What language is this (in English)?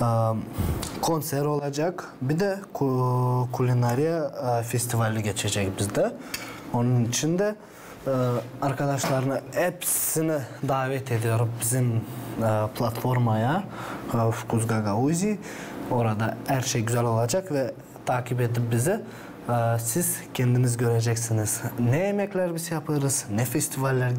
Gagauz